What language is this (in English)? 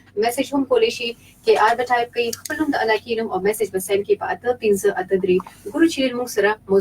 Pashto